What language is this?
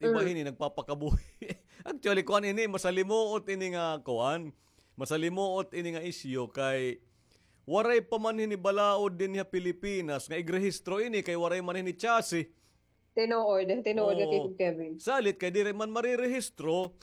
Waray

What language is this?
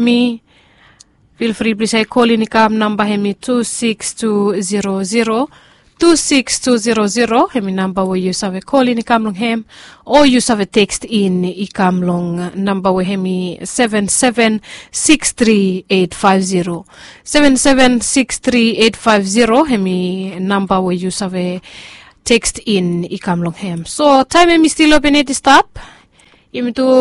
Bislama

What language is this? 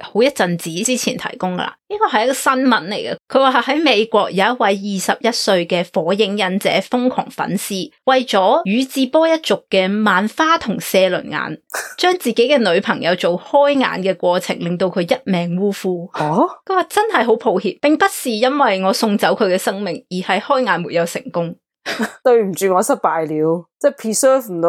Cantonese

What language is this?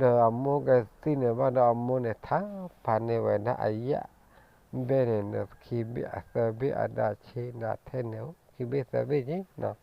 S'gaw Karen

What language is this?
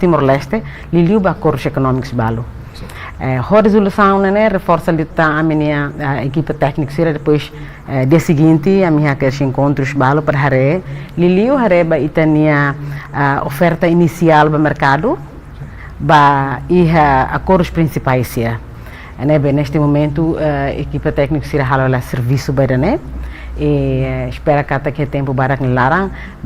Tetum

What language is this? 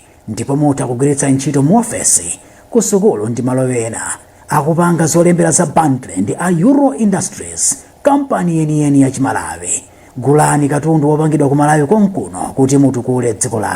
Nyanja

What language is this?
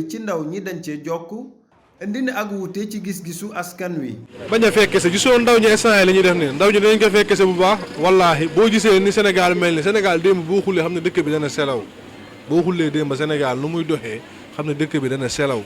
Wolof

